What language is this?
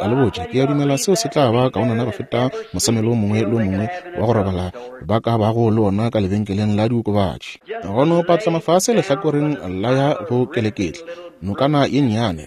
Northern Sotho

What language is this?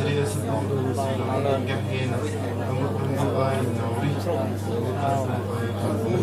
Central Mnong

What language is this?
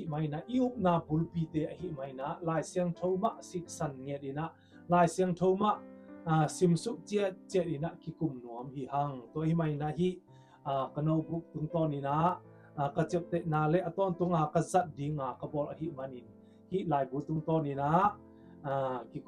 Tedim Chin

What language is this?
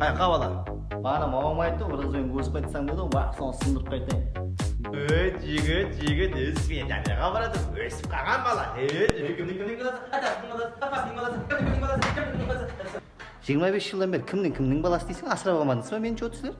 Kara-Kalpak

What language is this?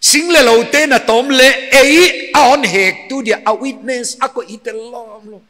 Paite Chin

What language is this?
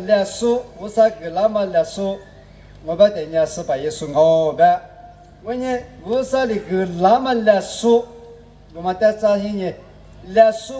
Lisu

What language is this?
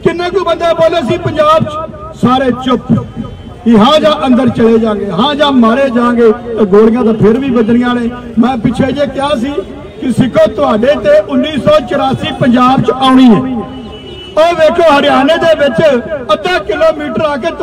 Punjabi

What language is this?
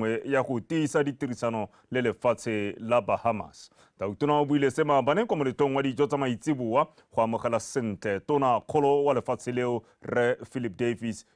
Tswana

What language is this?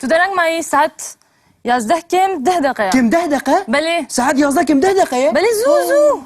Kurdish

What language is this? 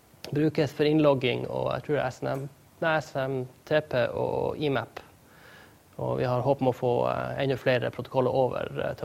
Norwegian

